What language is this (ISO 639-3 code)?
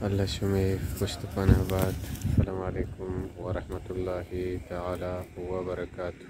bal